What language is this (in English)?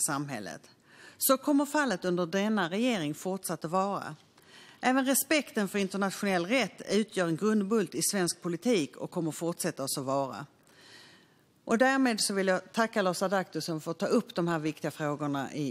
Swedish